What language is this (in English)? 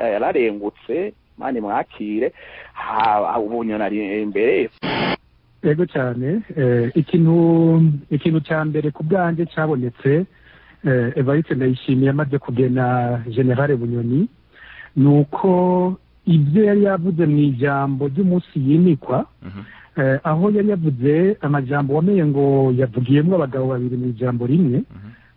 Rundi